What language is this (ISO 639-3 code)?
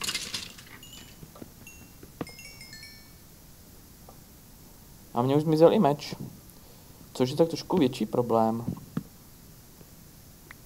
ces